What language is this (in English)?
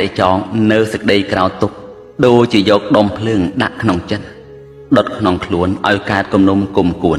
Khmer